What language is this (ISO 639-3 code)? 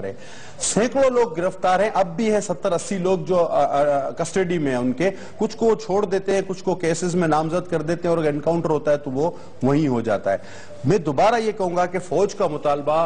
urd